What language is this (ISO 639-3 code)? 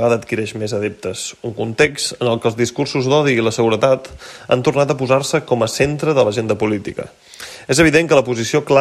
cat